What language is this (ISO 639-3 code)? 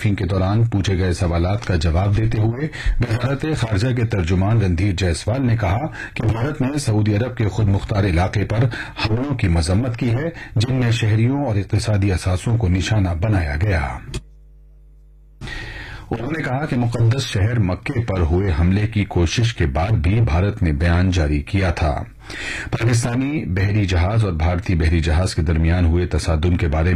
urd